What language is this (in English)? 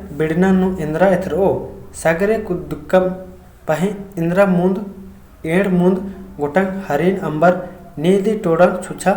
Kurukh